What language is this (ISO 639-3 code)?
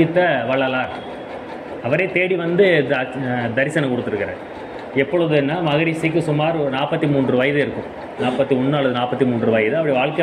tam